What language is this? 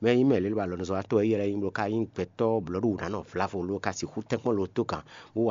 Fon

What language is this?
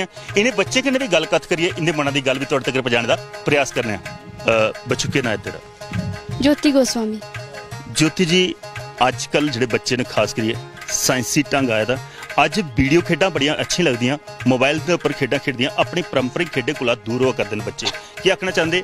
Dogri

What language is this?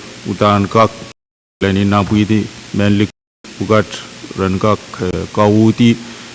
Pohnpeian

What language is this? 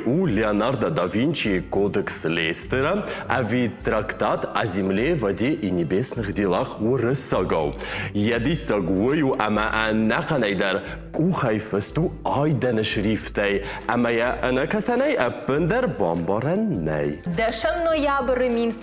Ossetic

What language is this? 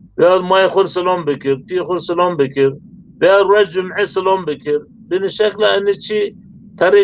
Zaza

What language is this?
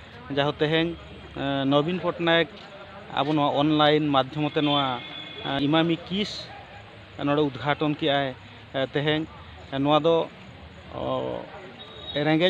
Santali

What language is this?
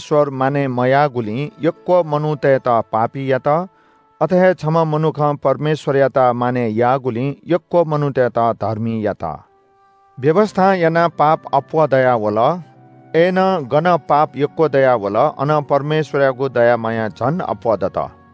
Newari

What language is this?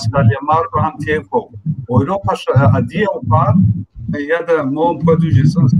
Kabardian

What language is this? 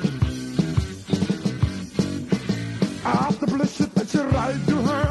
Ukrainian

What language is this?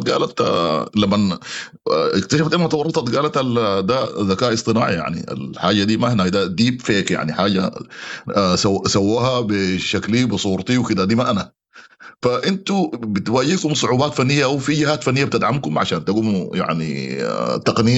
Sudanese Arabic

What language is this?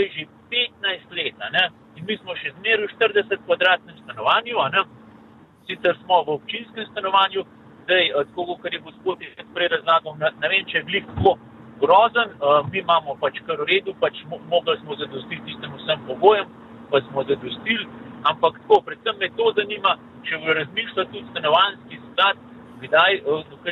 Slovenian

